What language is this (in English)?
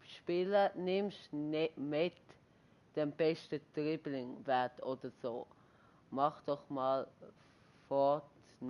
Swiss German